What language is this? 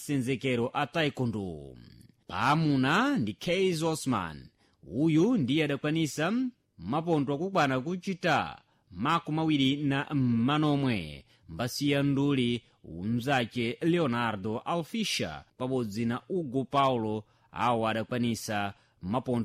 Sena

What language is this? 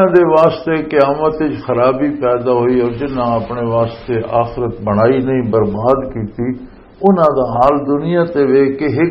Western Panjabi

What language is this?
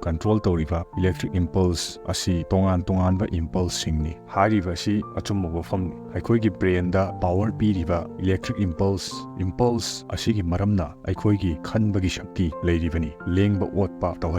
Manipuri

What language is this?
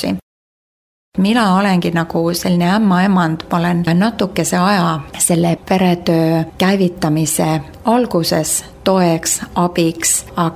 Estonian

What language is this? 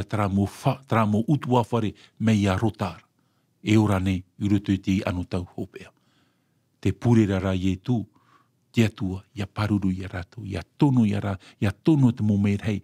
Tahitian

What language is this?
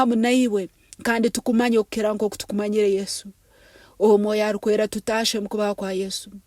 Nyankole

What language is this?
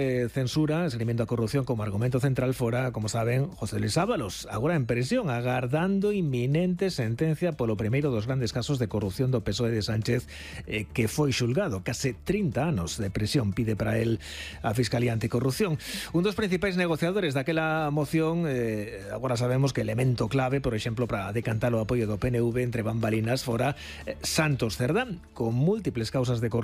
Galician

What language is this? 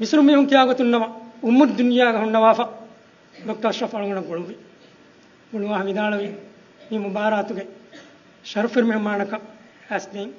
Divehi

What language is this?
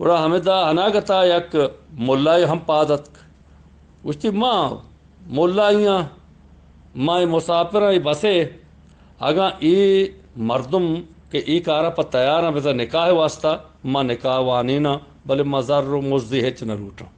Eastern Balochi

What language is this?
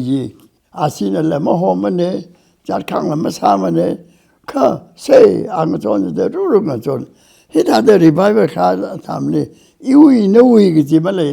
Tangkhul Naga (India)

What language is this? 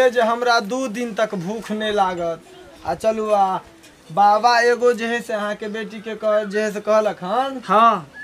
Maithili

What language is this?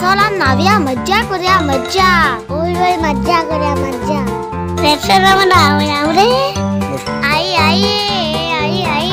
Konkani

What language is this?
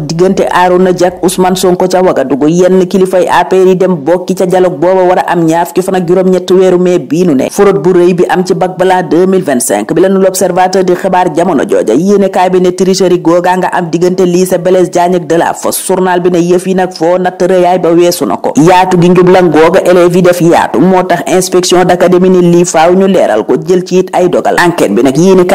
Wolof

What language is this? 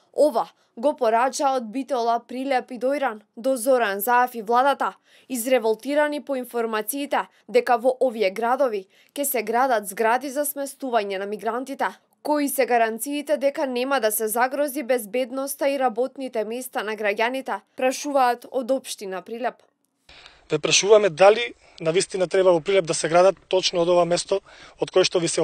Macedonian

